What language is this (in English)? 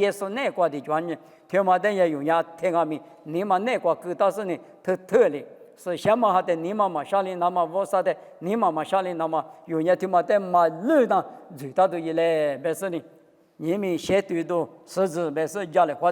Lisu